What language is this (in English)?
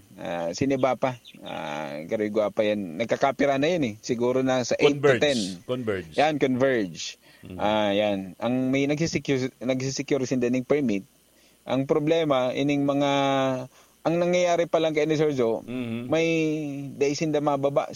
Bikol